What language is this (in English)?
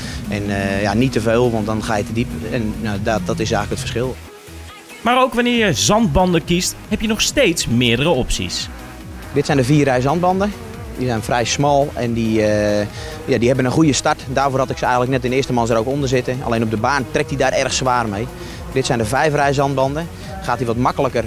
Dutch